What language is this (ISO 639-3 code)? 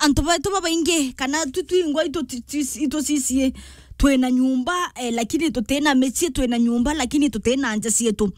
mer